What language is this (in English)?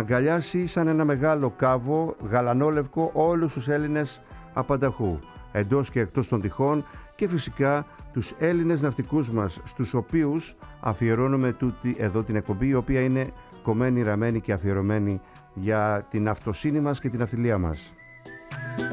Greek